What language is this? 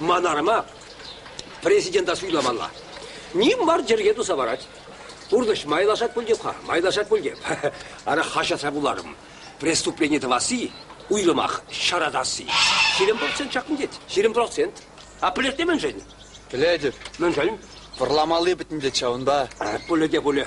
Chuvash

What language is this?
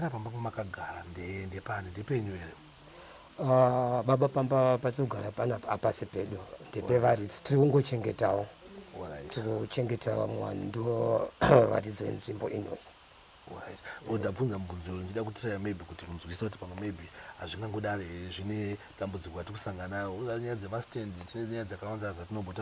Shona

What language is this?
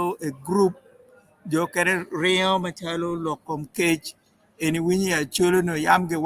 Acoli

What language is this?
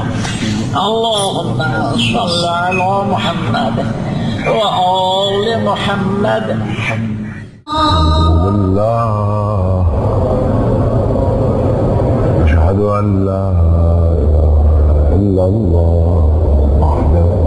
Urdu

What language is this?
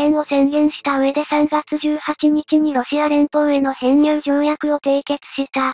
Japanese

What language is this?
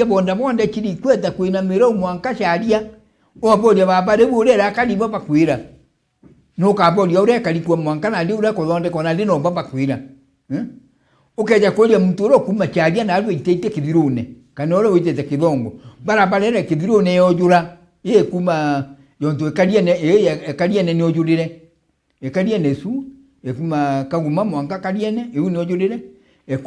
Meru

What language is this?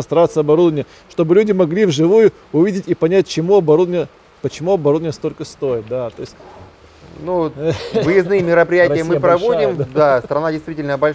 Russian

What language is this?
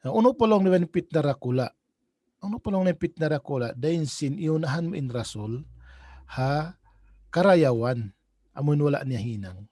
Tausug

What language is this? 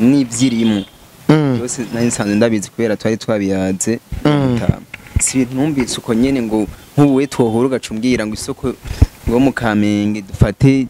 Rundi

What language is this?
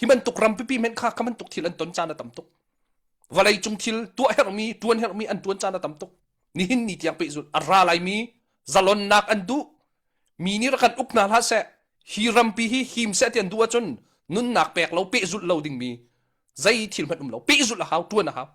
Hakha Chin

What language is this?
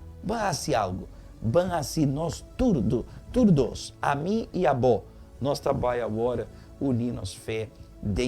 Papiamento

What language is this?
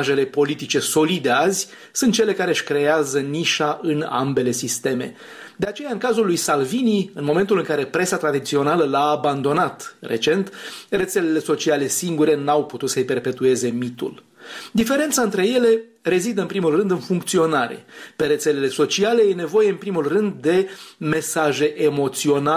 Romanian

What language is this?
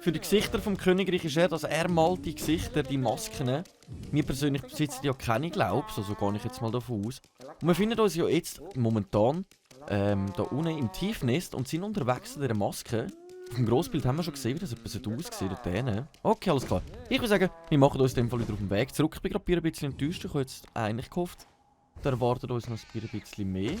Swiss German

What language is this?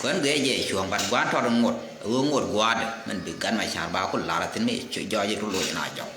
Nuer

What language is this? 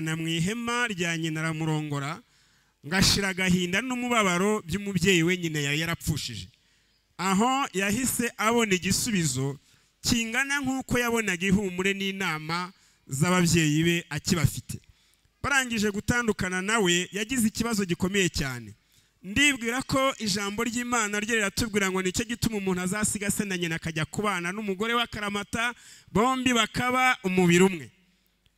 Kinyarwanda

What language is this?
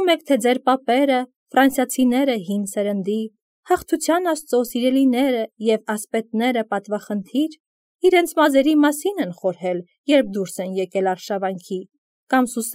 Armenian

